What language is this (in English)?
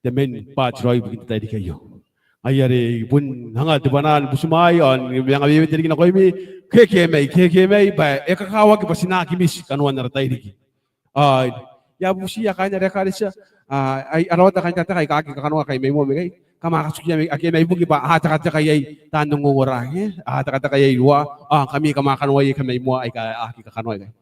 Gilbertese